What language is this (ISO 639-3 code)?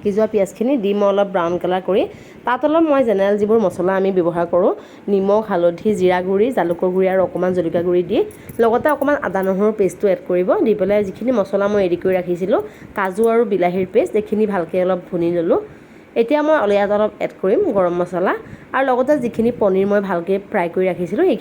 asm